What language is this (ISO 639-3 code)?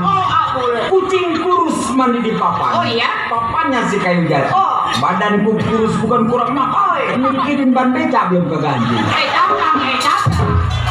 bew